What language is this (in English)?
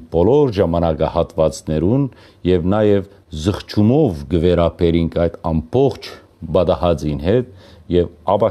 Western Armenian